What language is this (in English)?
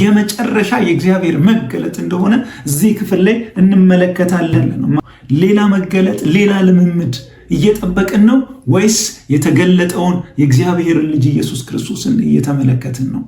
Amharic